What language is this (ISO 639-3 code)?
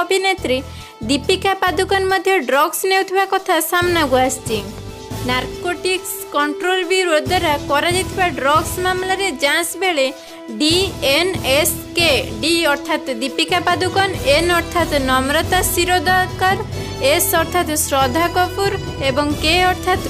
ori